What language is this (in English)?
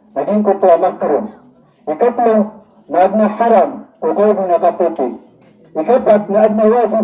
Maranao